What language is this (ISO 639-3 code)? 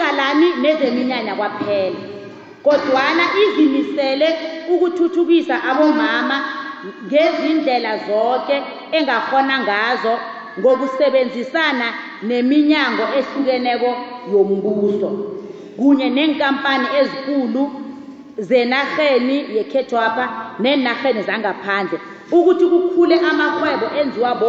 nbl